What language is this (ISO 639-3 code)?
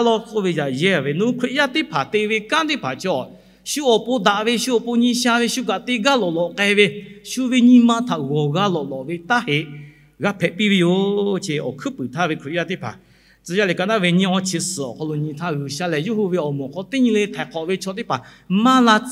lhu